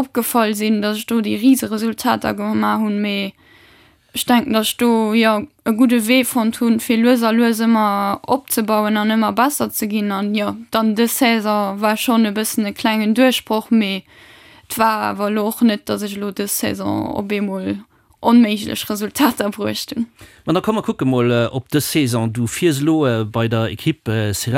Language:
Luxembourgish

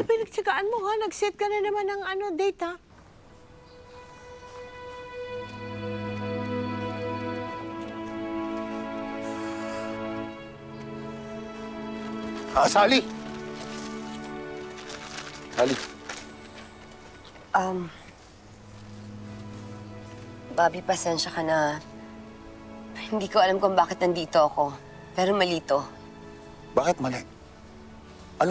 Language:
Filipino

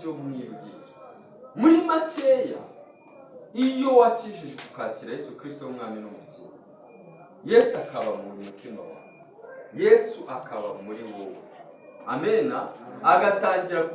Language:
Kinyarwanda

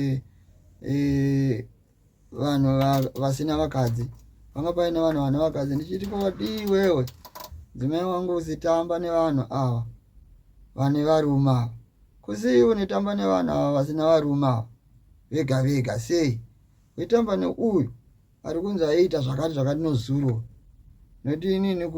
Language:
Shona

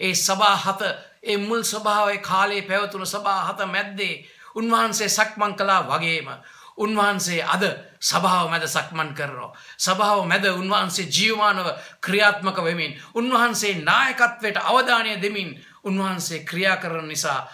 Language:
Sinhala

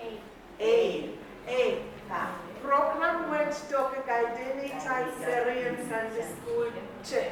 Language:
Pohnpeian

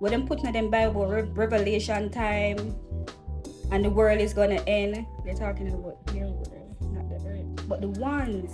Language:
Jamaican Creole English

